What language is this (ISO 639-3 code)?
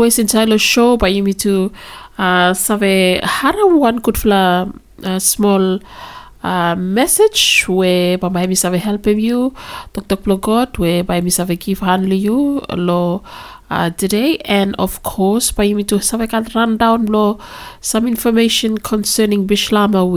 bis